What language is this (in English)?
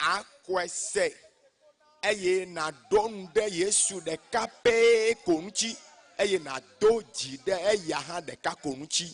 Ewe